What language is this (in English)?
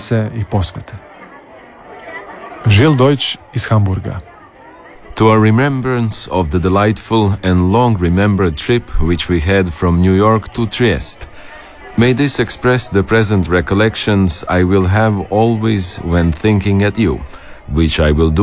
Croatian